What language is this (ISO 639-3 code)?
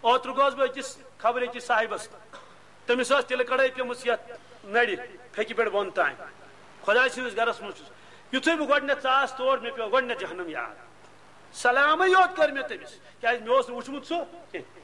kas